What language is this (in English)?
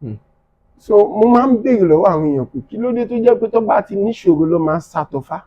Yoruba